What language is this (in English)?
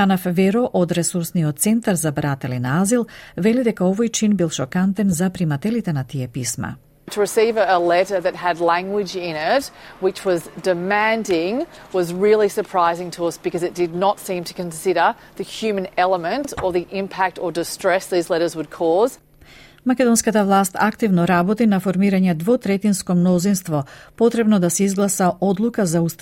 Macedonian